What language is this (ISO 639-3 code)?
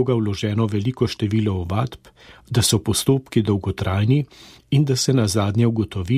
slv